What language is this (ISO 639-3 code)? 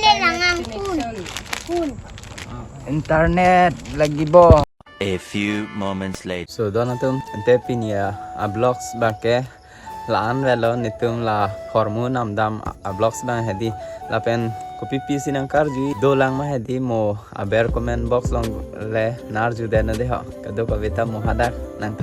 mjw